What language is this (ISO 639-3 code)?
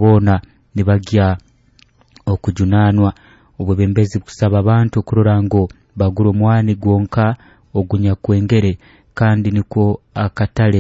nyo